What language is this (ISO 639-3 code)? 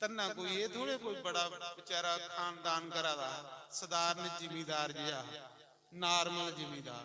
doi